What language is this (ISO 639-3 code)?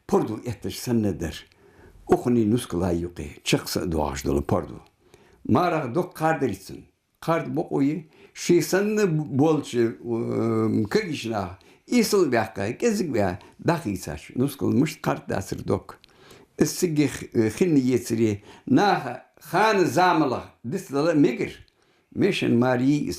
inh